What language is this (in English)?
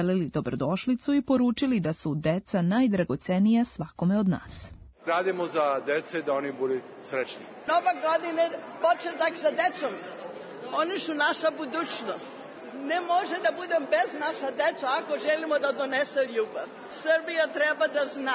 Serbian